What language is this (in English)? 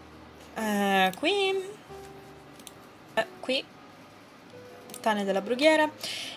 Italian